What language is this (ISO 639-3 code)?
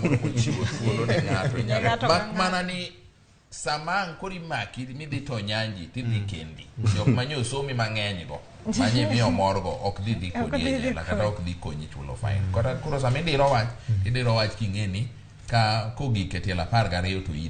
luo